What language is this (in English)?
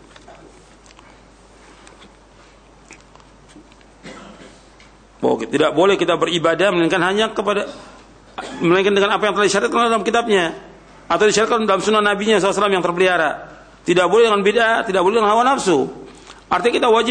Indonesian